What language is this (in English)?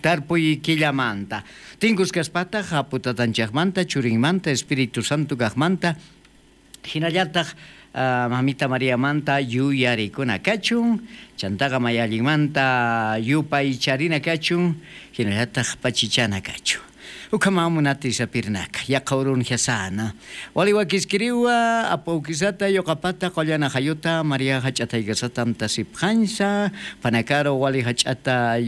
South Bolivian Quechua